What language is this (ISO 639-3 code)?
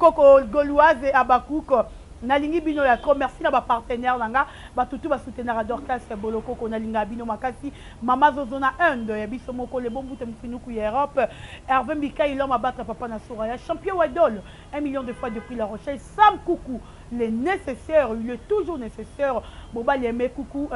lin